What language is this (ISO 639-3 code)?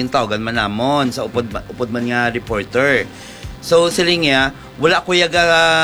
hil